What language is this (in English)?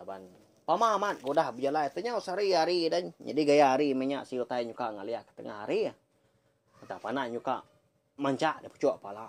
Iban